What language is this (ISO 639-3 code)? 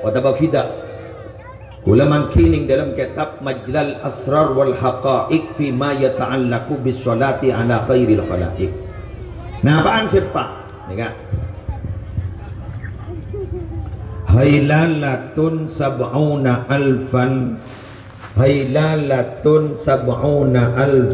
mad